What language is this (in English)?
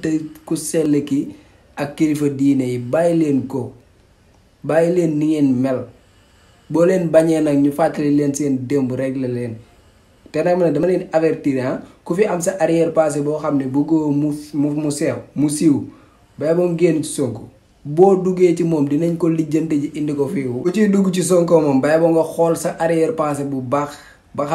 Wolof